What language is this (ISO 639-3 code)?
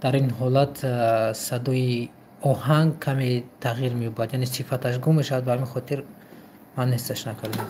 tgk